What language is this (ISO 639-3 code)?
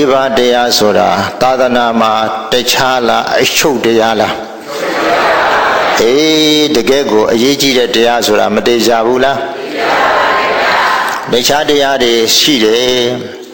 mya